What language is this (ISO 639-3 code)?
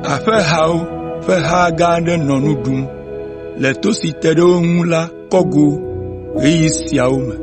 ewe